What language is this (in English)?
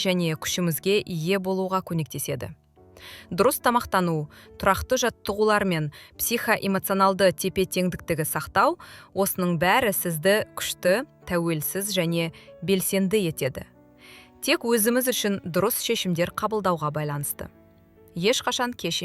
Kazakh